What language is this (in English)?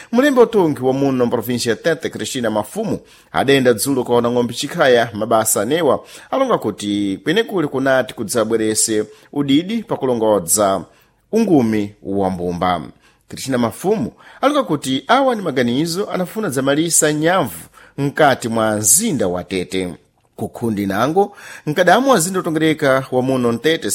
Sena